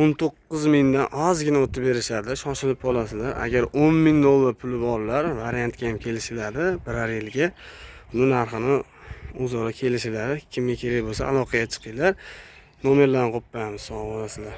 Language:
Uzbek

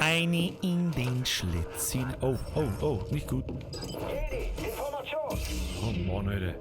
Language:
Bavarian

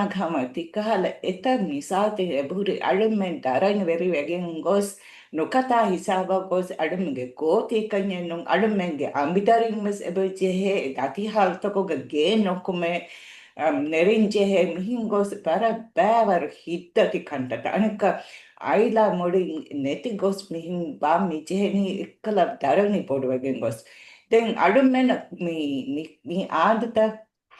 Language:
Divehi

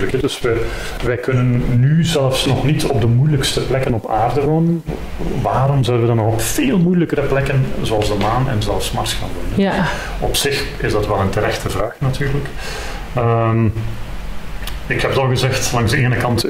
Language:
Dutch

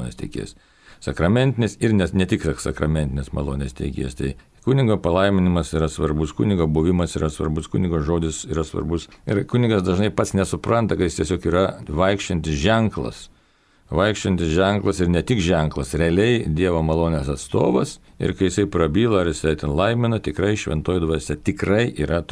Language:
Lithuanian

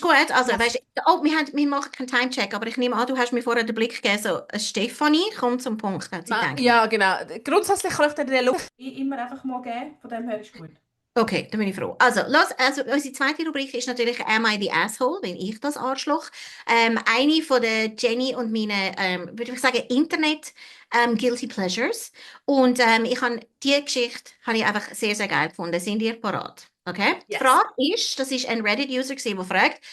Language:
Swiss German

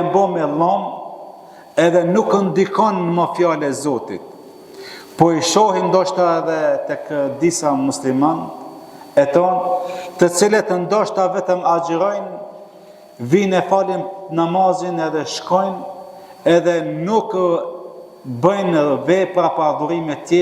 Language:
Albanian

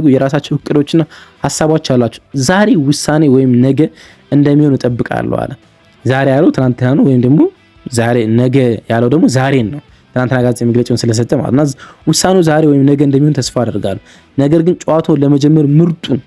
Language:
Amharic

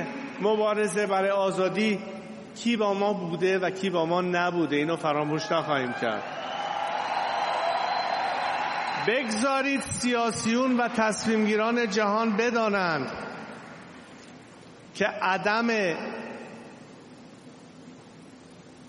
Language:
Persian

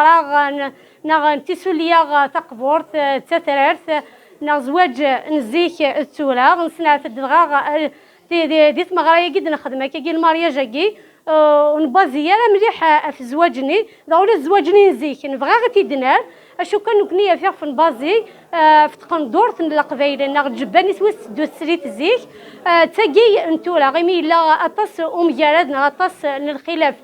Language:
Kabyle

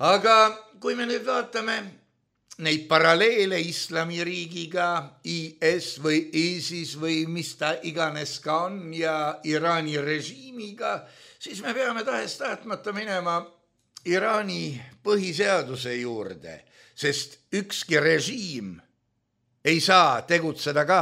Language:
Estonian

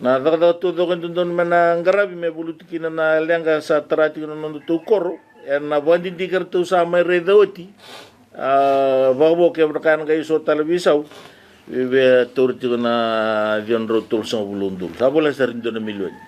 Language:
Fijian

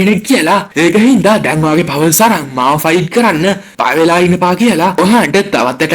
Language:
Sinhala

